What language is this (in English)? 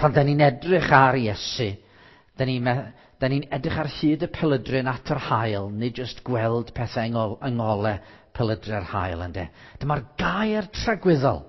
Welsh